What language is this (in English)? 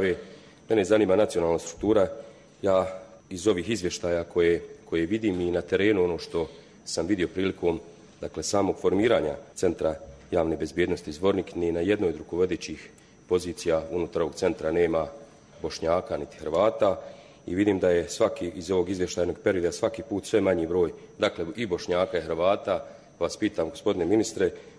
Bosnian